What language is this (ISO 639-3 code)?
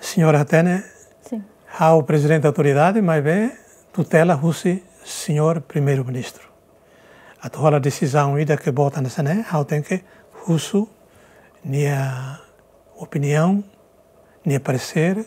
tet